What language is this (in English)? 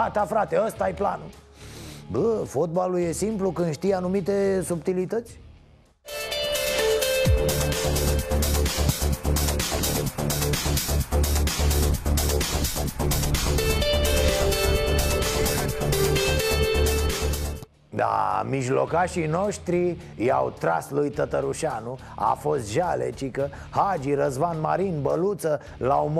Romanian